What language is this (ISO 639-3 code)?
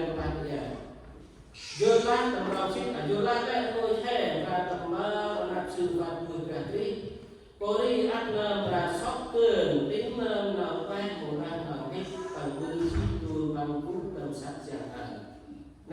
cmo